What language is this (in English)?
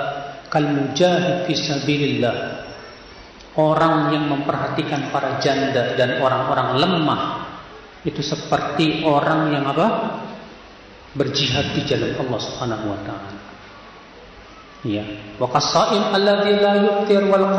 Indonesian